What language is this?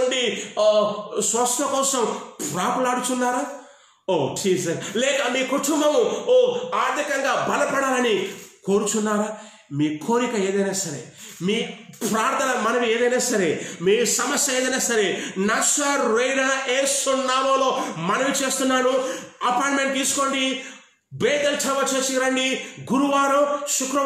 Telugu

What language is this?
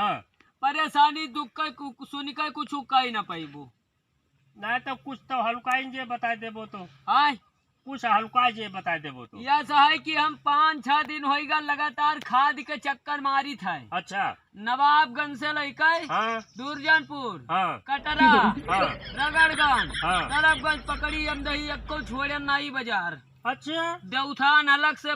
Awadhi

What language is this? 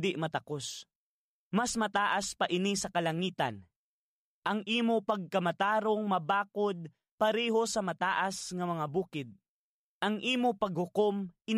Hiligaynon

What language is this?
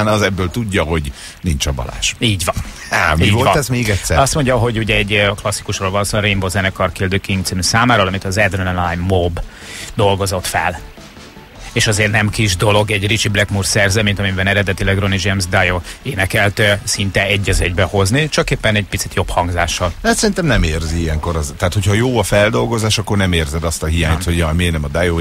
Hungarian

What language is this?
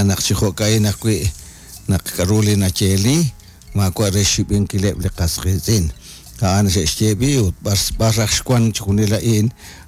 Kekchí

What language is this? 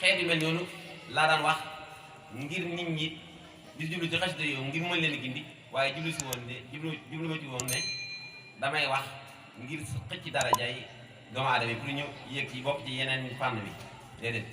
Wolof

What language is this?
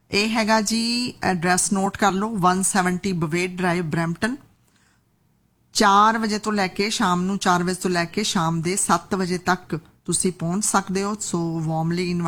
Punjabi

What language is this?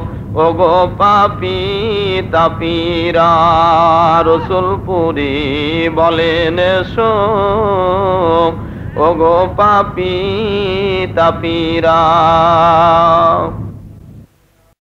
Bangla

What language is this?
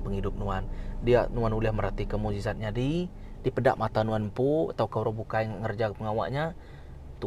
Iban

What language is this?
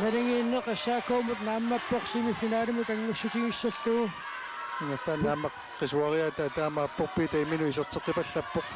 Kalaallisut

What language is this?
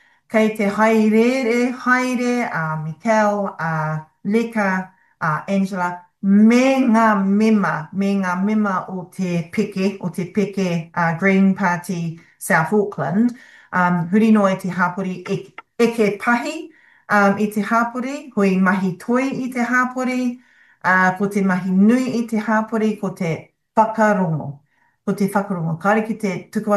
Māori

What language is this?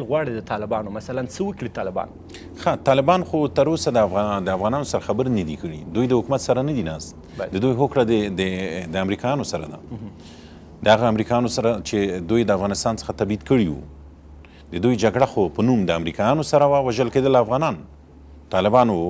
Pashto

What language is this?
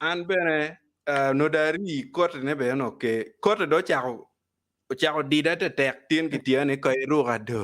Acoli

